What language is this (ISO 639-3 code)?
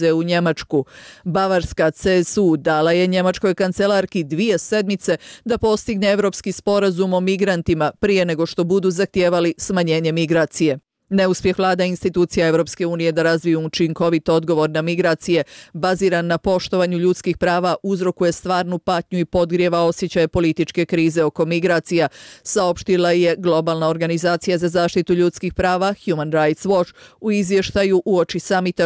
bos